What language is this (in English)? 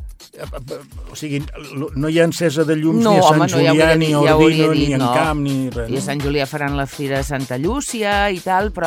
Catalan